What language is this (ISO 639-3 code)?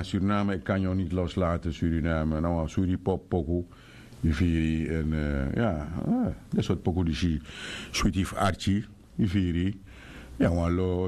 srn